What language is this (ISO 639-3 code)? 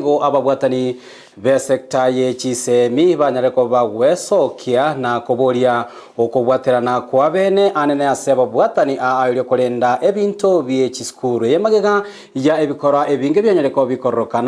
guz